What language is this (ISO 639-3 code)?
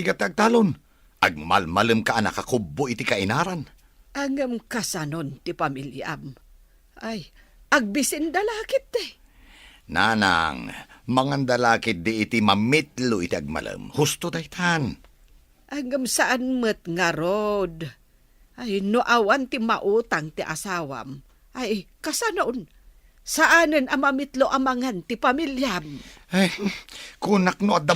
ilo